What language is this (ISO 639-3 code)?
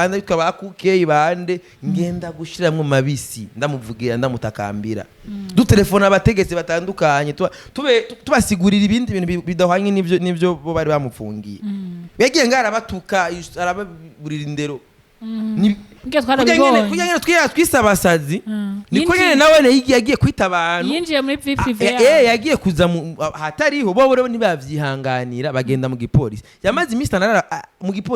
run